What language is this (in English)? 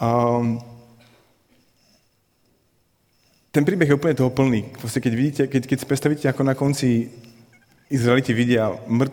Slovak